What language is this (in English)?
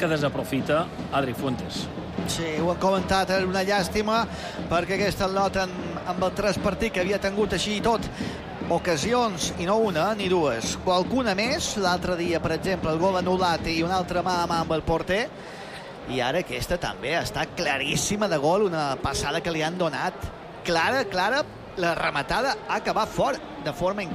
Catalan